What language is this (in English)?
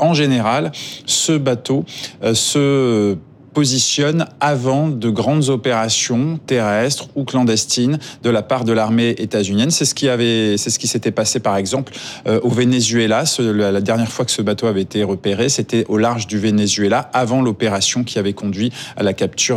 French